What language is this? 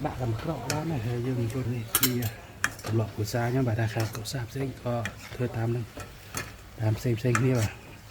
Khmer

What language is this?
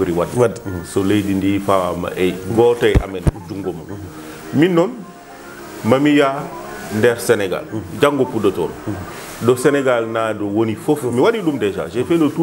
Fula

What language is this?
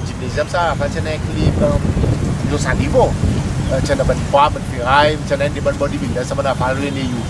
Seselwa Creole French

